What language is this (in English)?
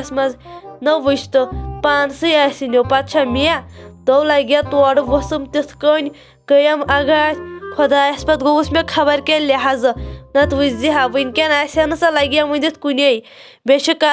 Kashmiri